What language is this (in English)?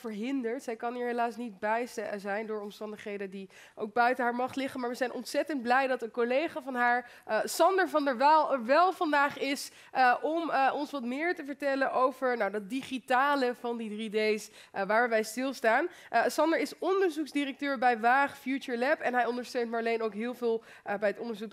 Dutch